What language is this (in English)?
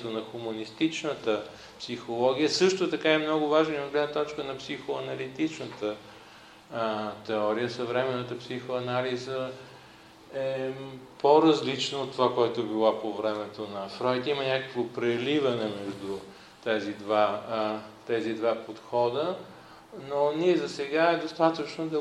Bulgarian